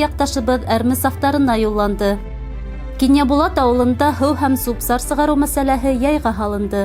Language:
Bashkir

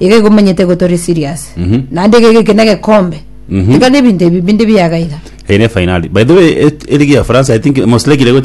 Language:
Gusii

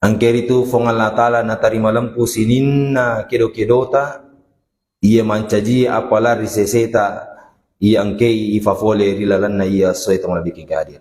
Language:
Buginese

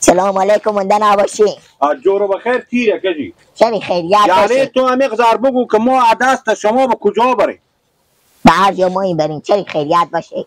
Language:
Persian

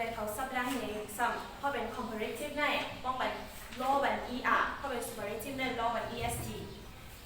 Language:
Shan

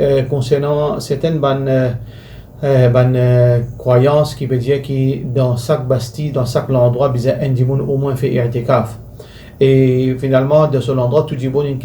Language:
Morisyen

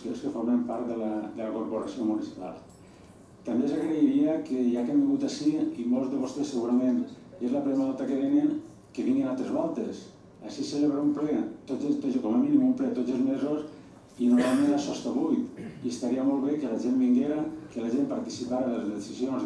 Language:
Catalan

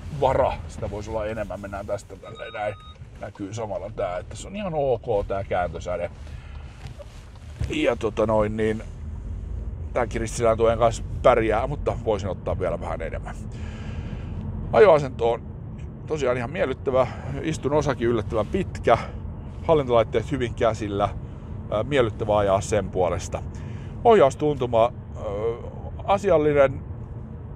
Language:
Finnish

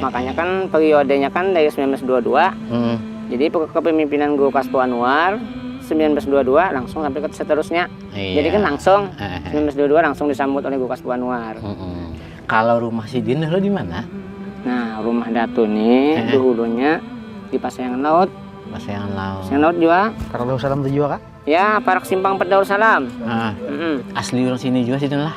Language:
Banjar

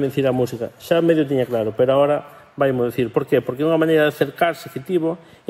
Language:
Galician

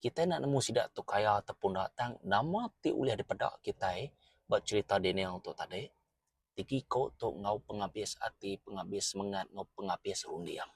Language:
Iban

